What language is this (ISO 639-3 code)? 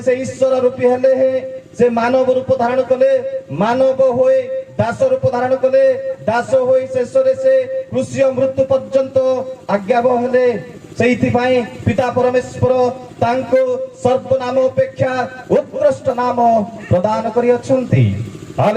ori